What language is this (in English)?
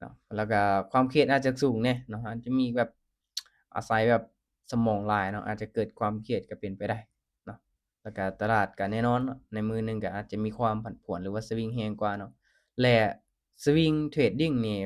Lao